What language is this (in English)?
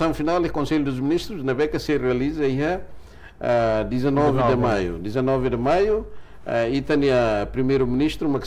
Tetum